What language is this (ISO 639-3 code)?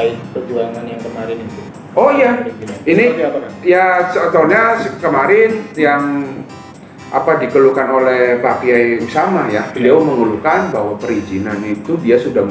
ind